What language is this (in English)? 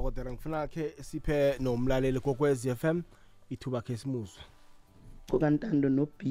South Ndebele